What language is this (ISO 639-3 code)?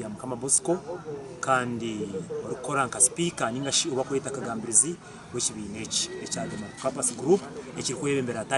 nyn